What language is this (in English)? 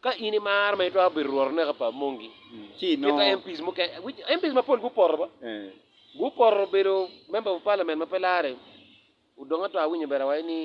Acoli